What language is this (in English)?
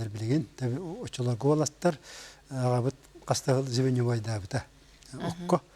Yakut